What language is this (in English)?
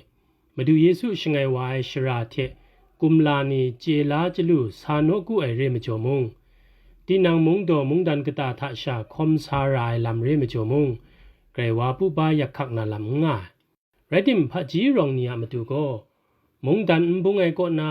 Kachin